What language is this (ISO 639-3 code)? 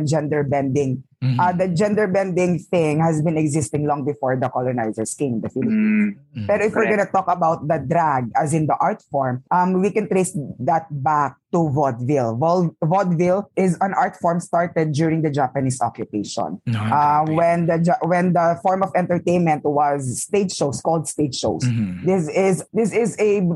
fil